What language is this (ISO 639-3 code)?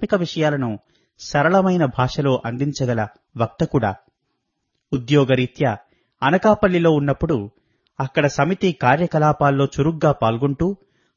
tel